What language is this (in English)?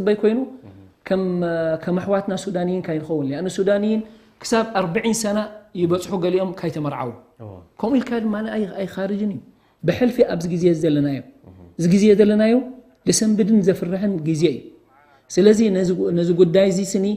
Tigrinya